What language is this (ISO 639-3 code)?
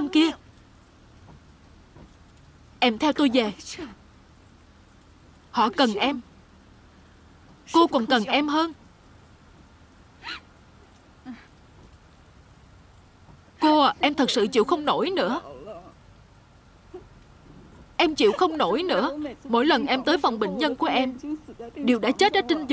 vie